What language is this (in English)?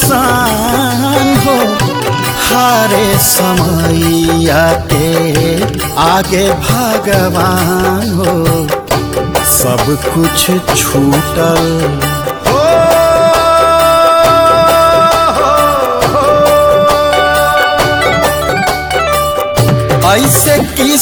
Bhojpuri